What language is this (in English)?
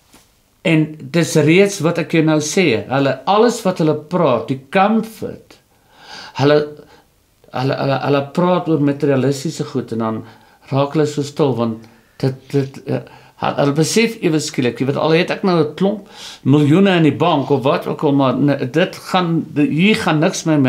Afrikaans